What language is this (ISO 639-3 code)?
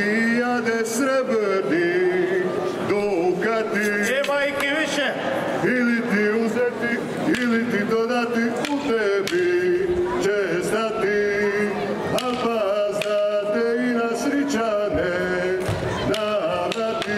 hrv